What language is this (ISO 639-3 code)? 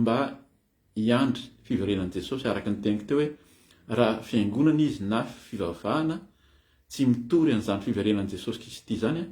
mlg